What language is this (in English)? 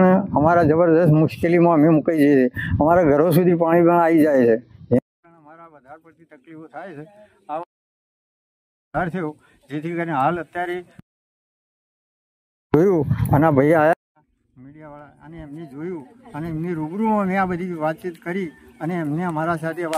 Gujarati